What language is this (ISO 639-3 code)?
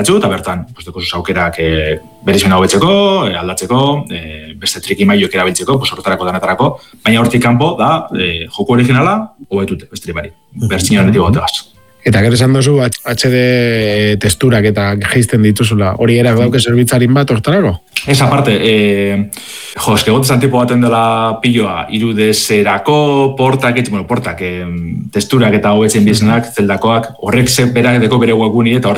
eus